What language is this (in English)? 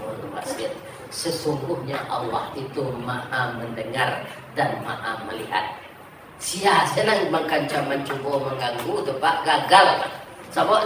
Minangkabau